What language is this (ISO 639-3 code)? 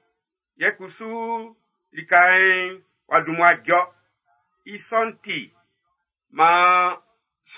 bci